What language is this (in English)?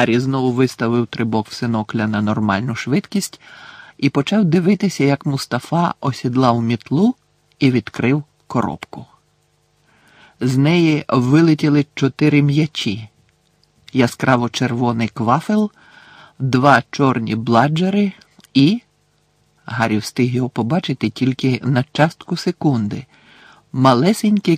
Ukrainian